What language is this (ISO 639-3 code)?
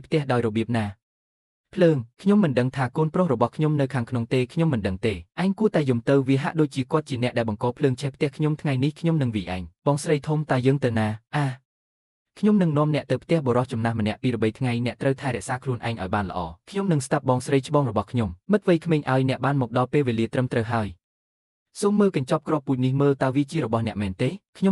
khm